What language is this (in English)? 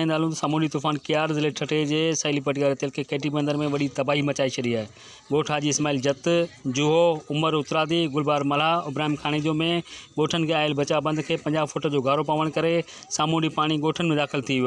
Sindhi